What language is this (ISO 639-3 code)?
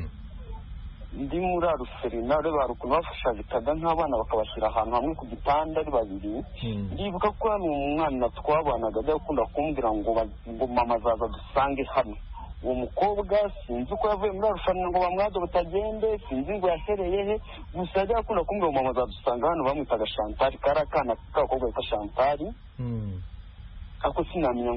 kin